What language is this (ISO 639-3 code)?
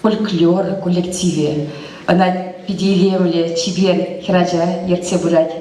chv